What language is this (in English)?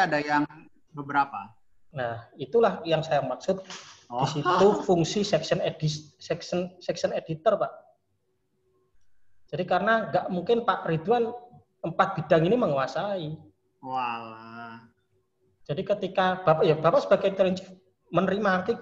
Indonesian